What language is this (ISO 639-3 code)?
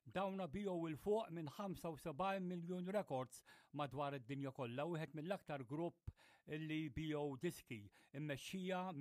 mlt